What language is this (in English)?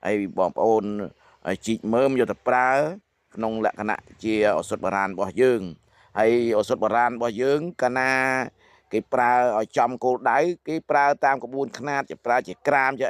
Khmer